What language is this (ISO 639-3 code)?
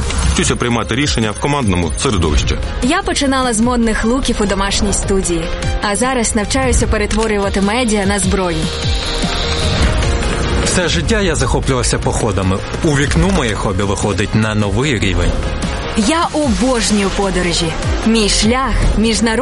ukr